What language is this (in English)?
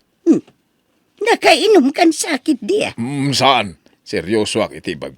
Iloko